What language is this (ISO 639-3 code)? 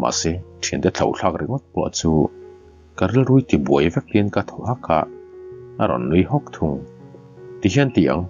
lus